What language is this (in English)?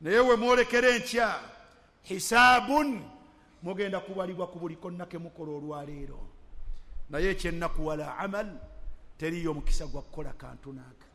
Ganda